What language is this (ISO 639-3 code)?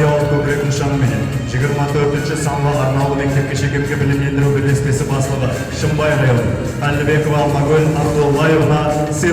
kaa